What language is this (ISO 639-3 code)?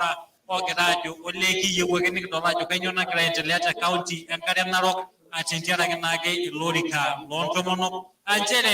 mas